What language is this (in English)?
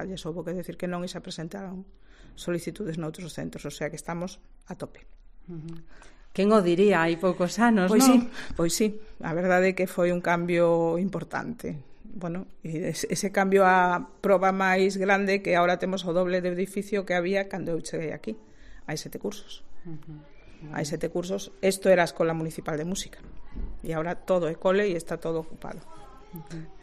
Galician